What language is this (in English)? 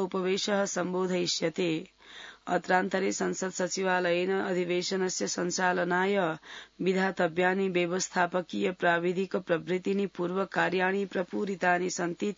Sanskrit